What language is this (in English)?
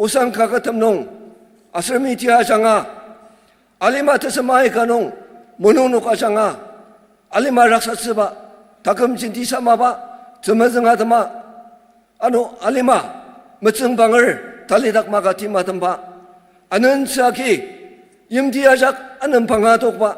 Ao Naga